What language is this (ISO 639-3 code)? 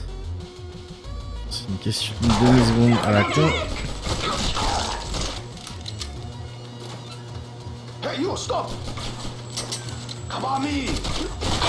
fra